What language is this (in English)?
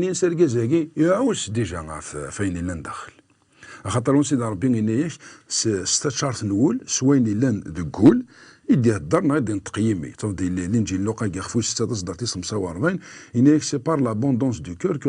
Kabyle